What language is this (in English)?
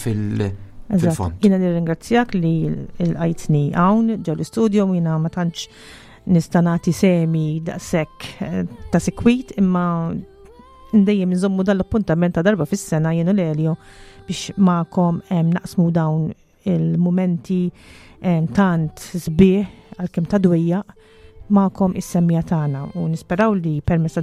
Maltese